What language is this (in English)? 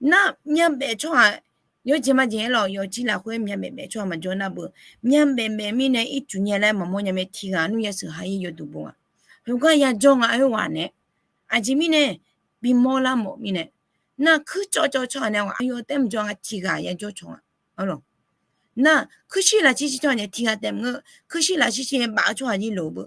Akha